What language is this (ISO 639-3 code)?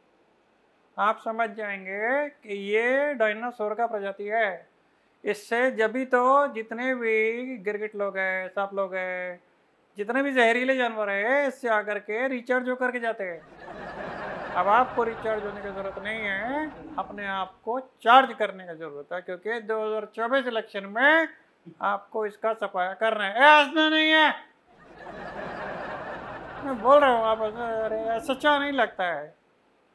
hin